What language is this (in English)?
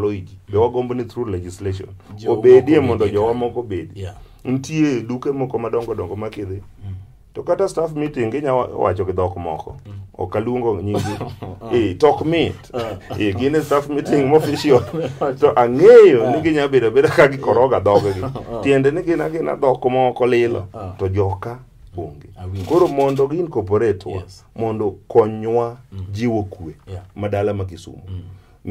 Luo (Kenya and Tanzania)